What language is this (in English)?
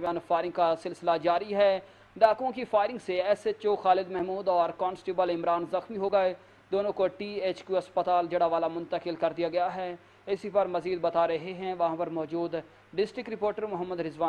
Urdu